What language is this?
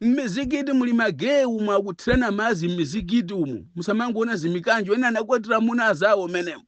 Nyanja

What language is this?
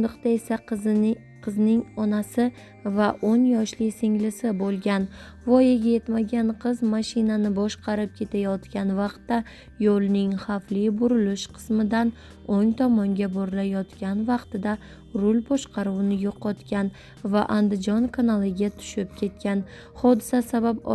Uzbek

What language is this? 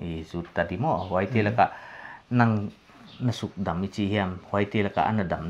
Paite Chin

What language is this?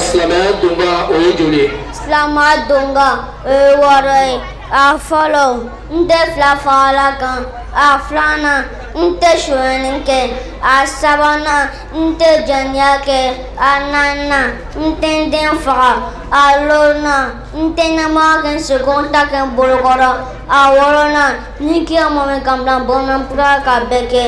Bambara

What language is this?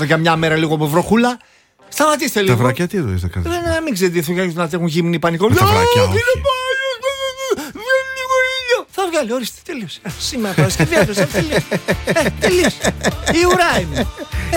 Greek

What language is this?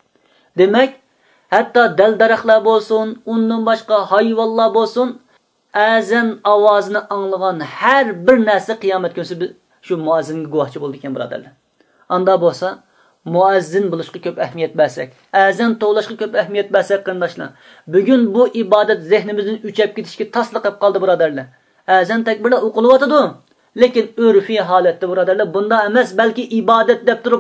Uyghur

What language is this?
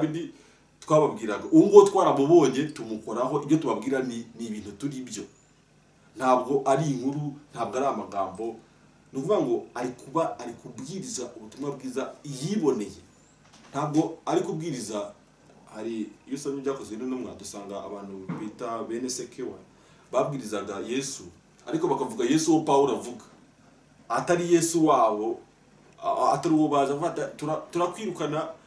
Kinyarwanda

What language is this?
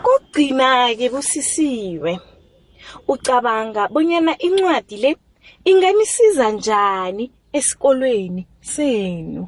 South Ndebele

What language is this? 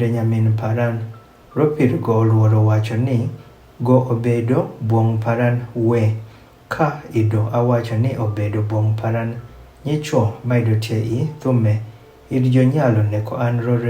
Adhola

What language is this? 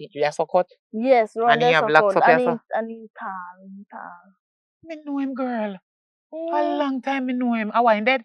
Jamaican Creole English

